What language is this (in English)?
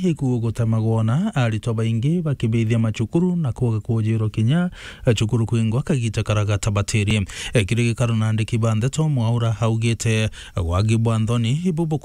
Meru